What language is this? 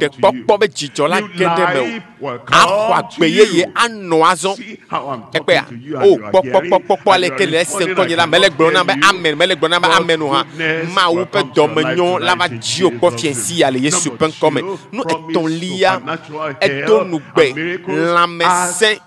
Ewe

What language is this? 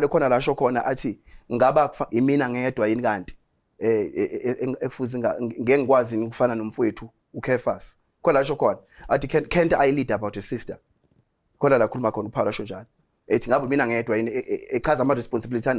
Zulu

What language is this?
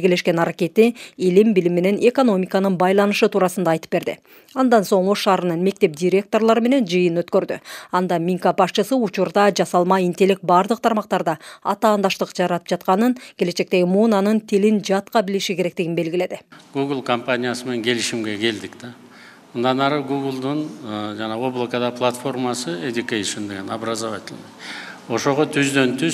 Kyrgyz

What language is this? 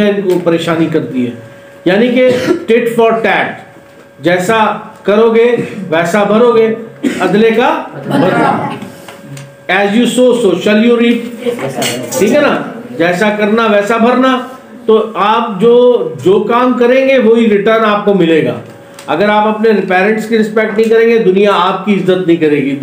Hindi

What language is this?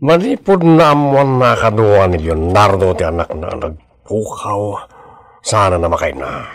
Iloko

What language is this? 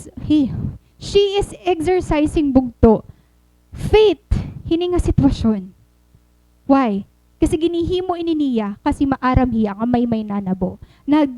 Waray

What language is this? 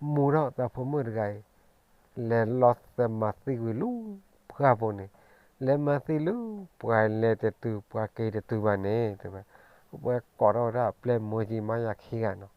S'gaw Karen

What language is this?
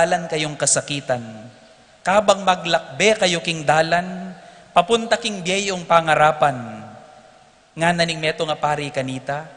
Pampanga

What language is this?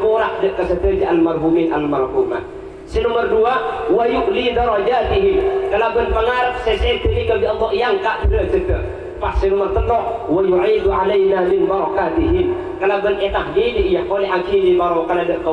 Madurese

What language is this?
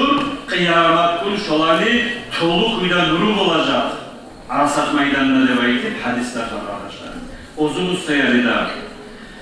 Kumyk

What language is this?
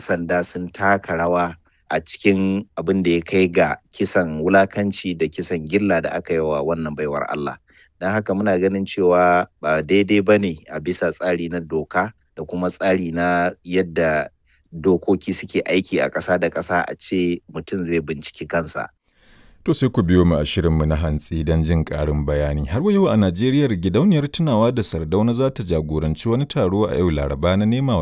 Hausa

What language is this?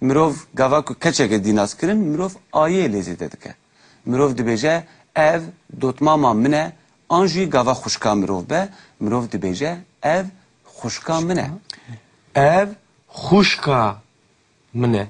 Kurdish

